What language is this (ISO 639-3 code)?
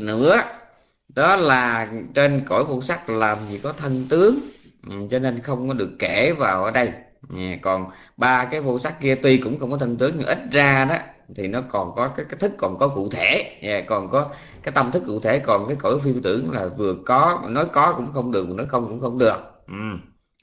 vie